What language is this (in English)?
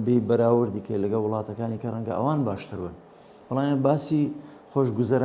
Central Kurdish